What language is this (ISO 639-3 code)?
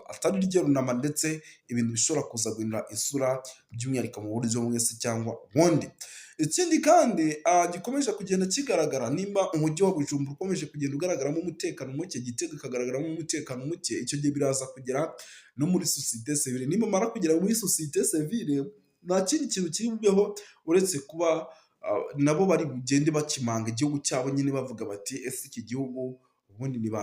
kin